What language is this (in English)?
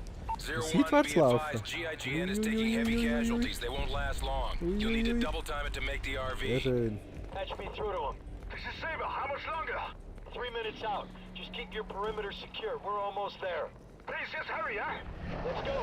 Swiss German